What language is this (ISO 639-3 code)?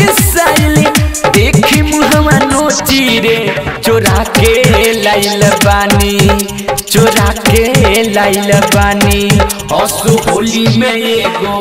bho